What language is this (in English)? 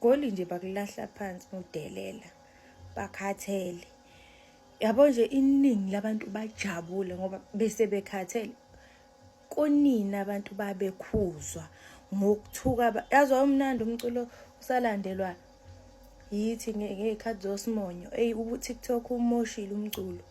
Zulu